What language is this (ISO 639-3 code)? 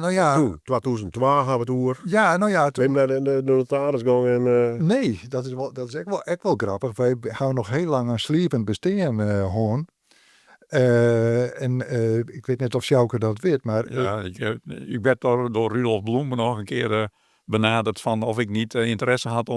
fry